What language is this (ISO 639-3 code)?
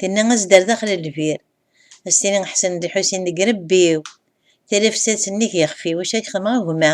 kab